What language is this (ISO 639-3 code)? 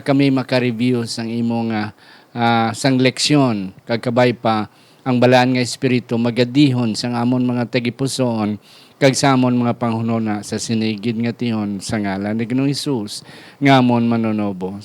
hil